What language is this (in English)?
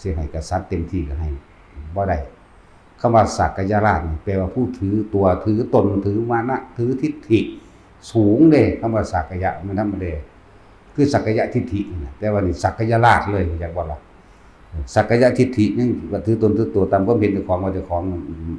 Lao